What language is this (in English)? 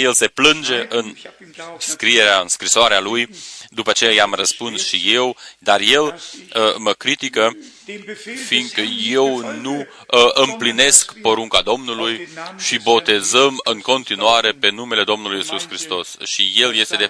Romanian